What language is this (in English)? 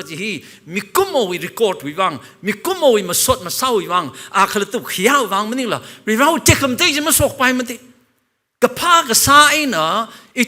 Tangkhul Naga (India)